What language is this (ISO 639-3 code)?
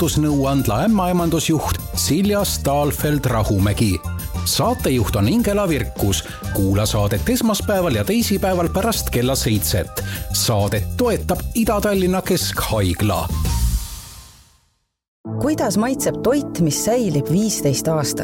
est